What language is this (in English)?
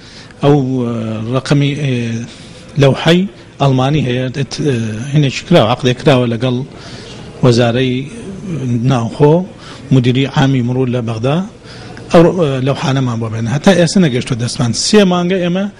Central Kurdish